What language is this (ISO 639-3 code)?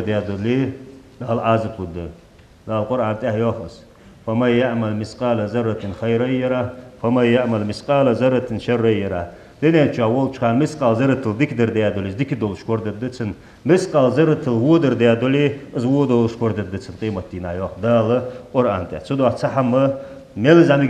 inh